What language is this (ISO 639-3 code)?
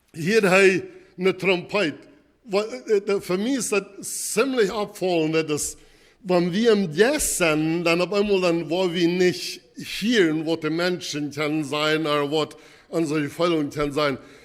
pdt